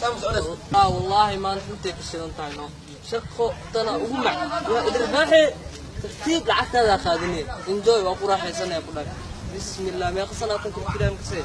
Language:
Somali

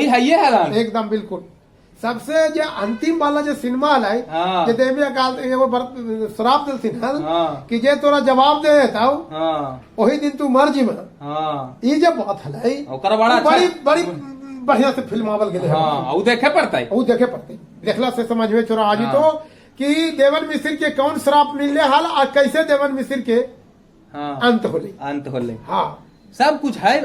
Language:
Magahi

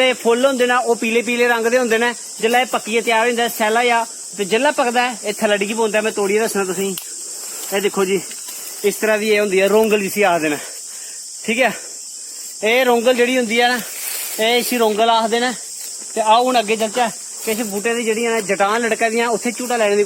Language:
Dogri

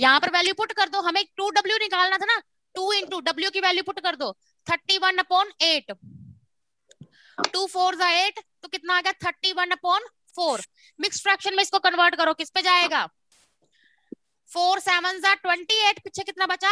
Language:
Hindi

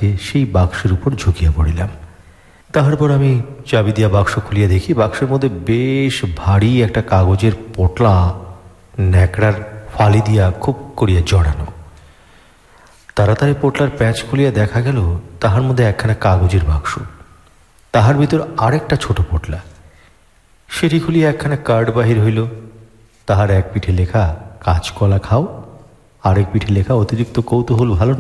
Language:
Bangla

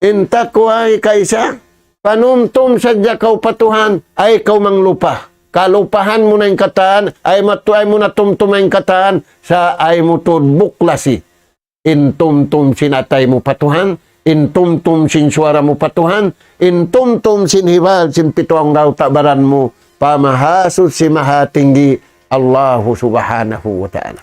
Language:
Tausug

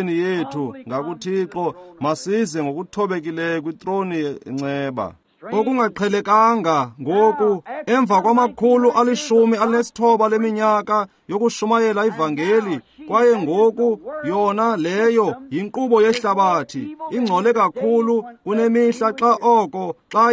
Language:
Xhosa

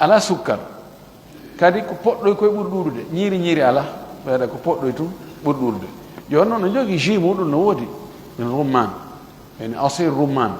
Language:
Fula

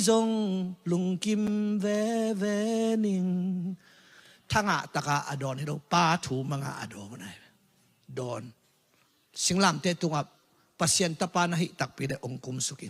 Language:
Tedim Chin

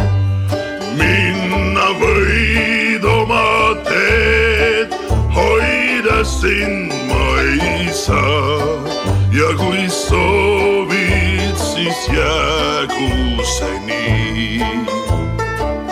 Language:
Estonian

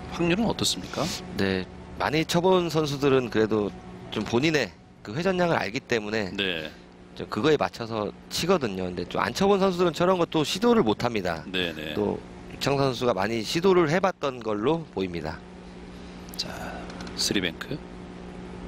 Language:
Korean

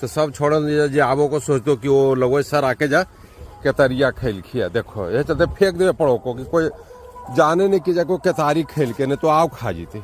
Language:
Magahi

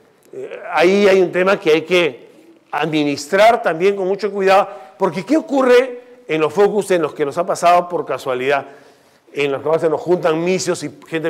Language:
Spanish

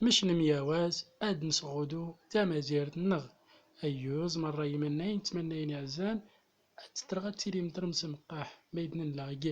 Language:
Central Atlas Tamazight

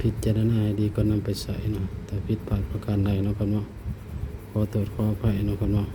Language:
Northeastern Thai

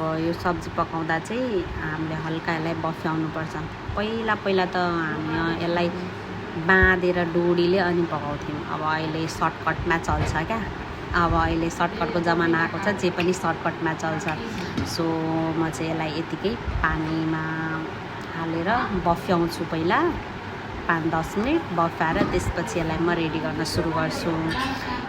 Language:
Nepali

